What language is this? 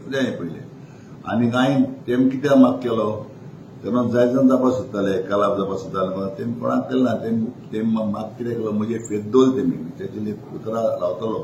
Konkani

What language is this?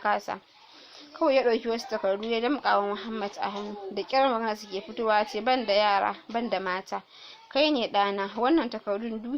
Hausa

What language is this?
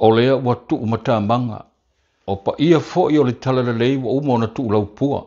Samoan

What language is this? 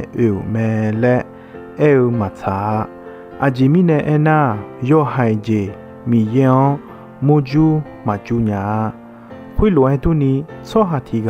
Akha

